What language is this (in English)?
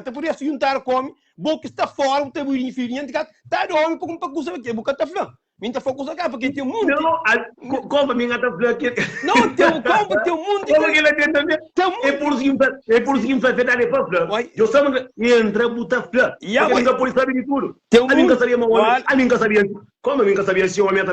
Kabuverdianu